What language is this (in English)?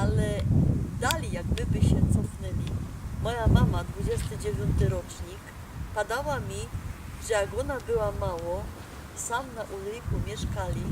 Silesian